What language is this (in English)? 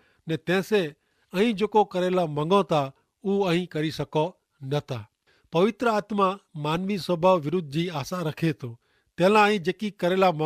Kachhi